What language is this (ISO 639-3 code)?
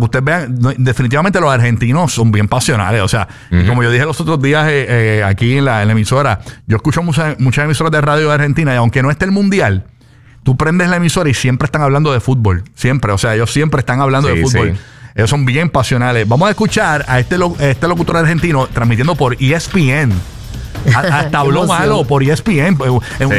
spa